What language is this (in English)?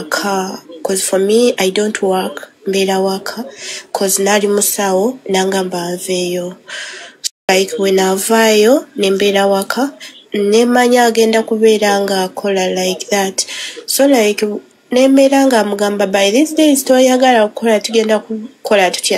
Ganda